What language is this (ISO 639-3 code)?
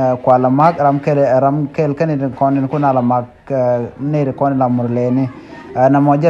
nus